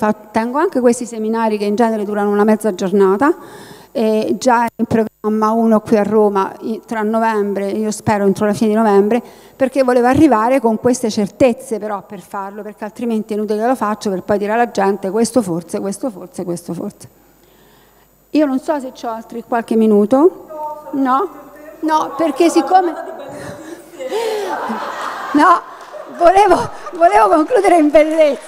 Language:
Italian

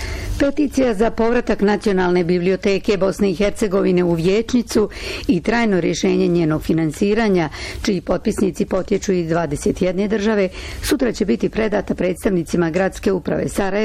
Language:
Bosnian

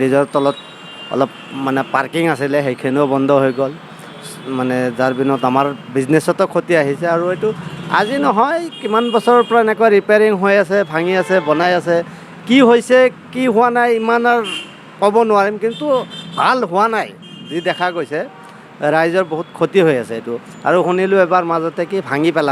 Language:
Assamese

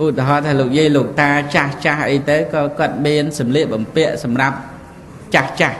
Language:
Khmer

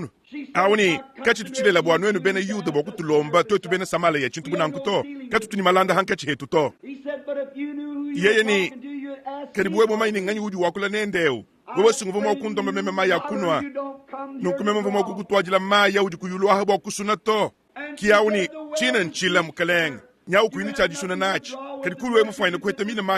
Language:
Luba-Lulua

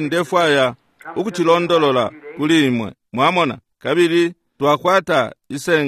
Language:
Bemba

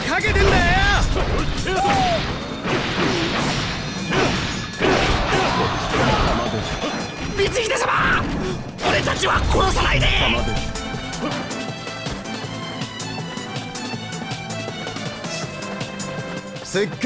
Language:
Japanese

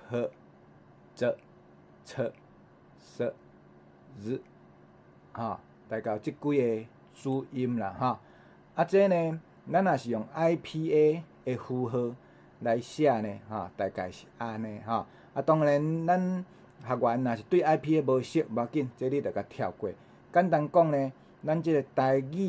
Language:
Min Nan Chinese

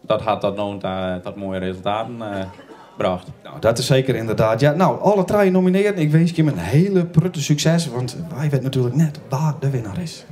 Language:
Western Frisian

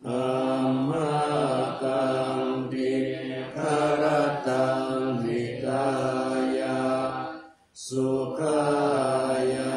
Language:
Pali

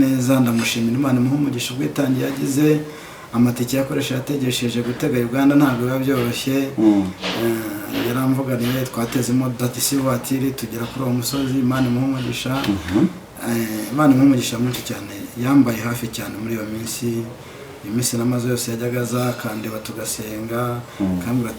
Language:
Kinyarwanda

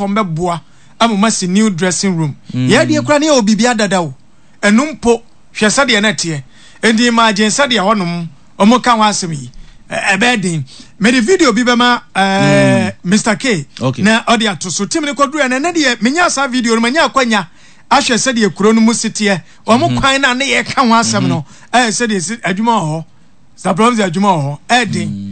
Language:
Akan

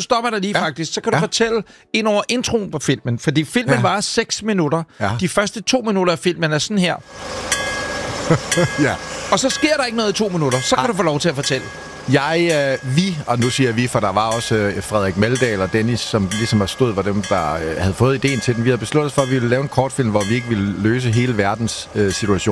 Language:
Danish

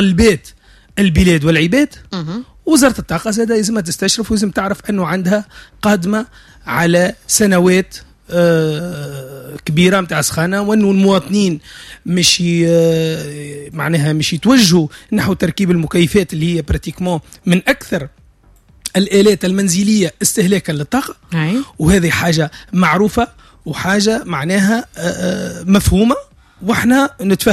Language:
Tunisian Arabic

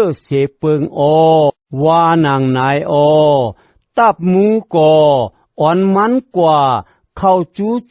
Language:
Shan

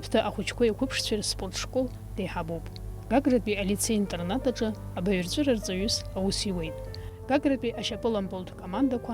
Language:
Abkhazian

